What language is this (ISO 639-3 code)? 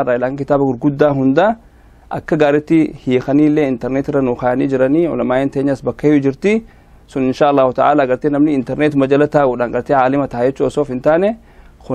orm